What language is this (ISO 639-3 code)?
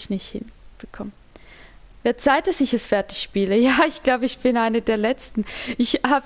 deu